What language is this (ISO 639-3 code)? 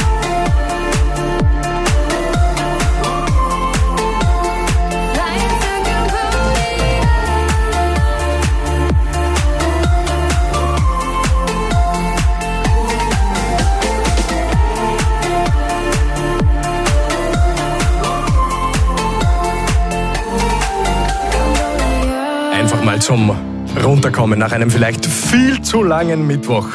deu